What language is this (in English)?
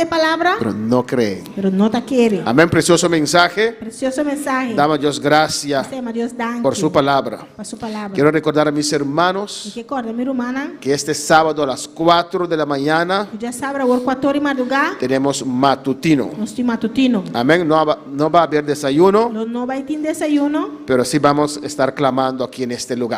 Papiamento